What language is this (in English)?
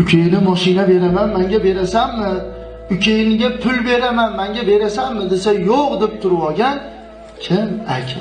Uzbek